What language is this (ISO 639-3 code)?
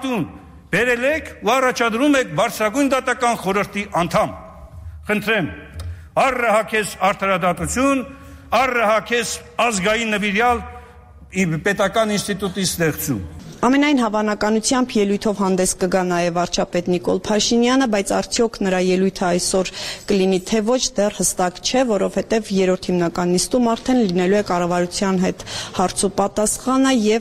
hye